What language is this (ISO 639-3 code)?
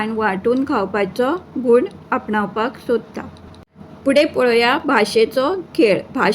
kok